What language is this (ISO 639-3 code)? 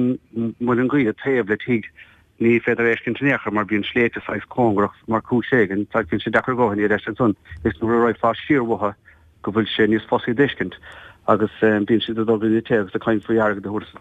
gle